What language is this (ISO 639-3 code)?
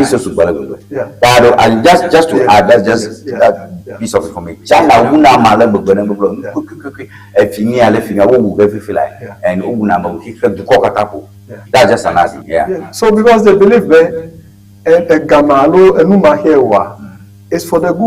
ewe